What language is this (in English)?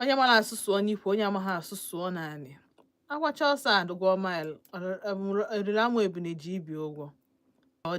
Igbo